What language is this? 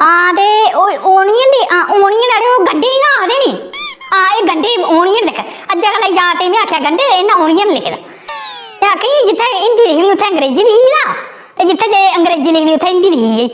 Dogri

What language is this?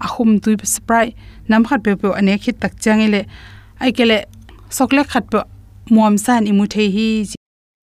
Tedim Chin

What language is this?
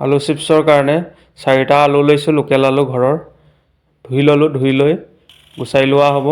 Assamese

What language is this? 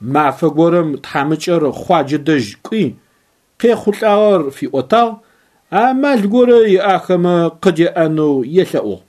Adyghe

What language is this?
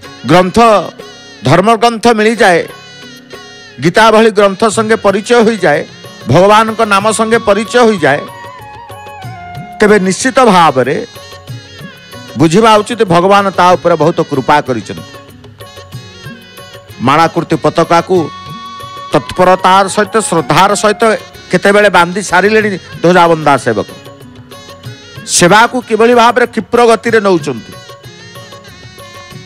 Odia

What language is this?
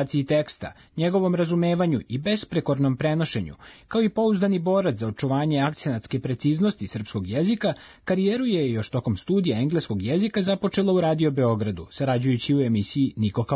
Serbian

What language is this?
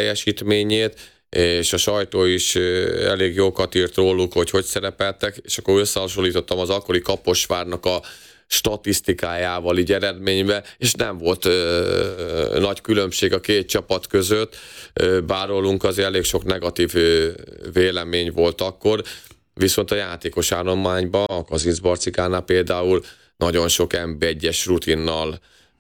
Hungarian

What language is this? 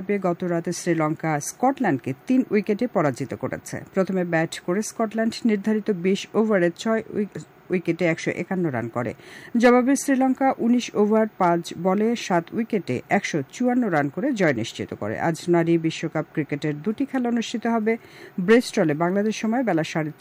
Bangla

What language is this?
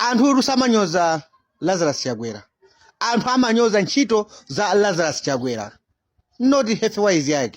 Nyanja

